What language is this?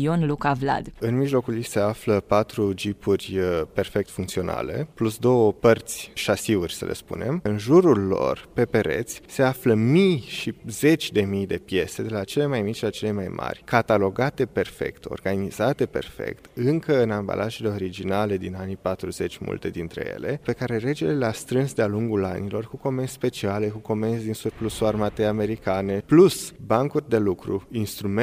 Romanian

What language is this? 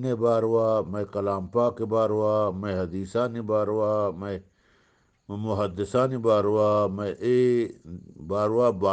Eastern Balochi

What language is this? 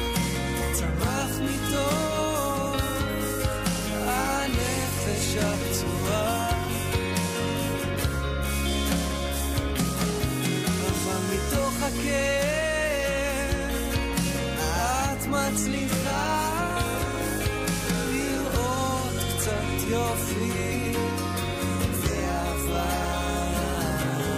Hebrew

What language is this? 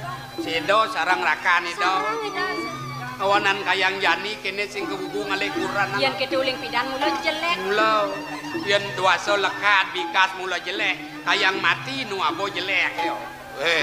Balinese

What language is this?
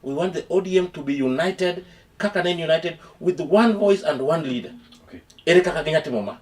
Luo (Kenya and Tanzania)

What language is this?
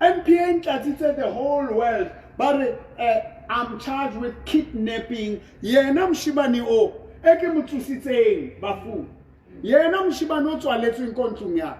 Southern Sotho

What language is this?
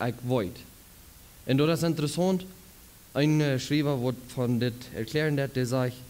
Plautdietsch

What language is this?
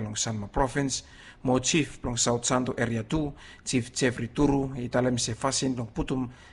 Bislama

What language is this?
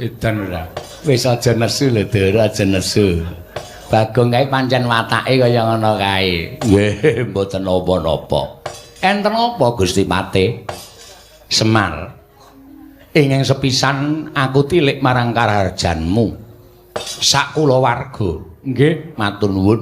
Javanese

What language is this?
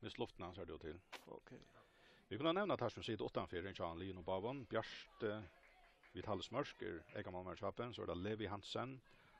Faroese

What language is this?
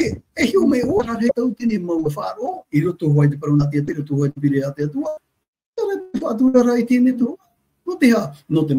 Tahitian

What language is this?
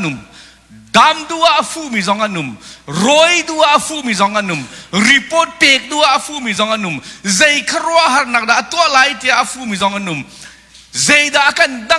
Hakha Chin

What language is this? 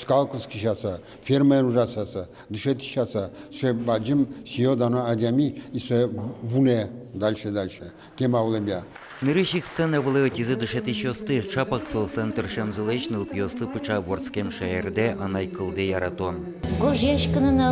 Udmurt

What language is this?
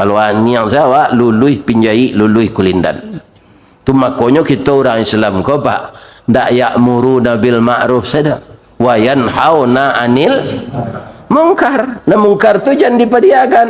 Minangkabau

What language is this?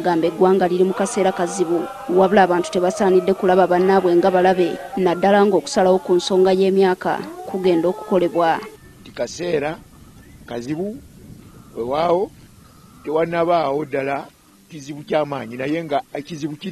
Ganda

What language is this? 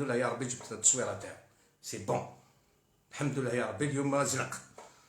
Algerian Arabic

